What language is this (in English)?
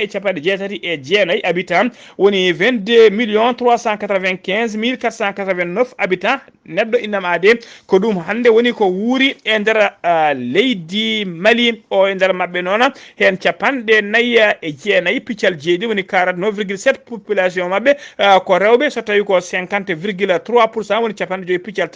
Fula